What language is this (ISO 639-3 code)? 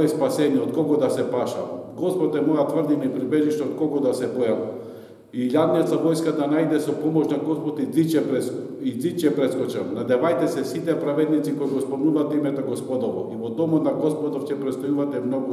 mkd